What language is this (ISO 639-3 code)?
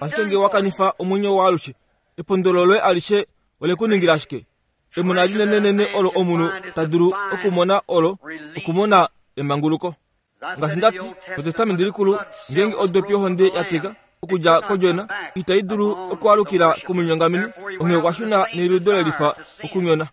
kua